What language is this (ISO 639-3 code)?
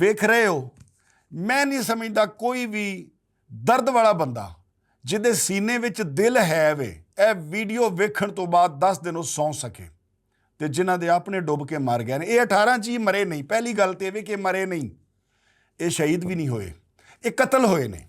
lah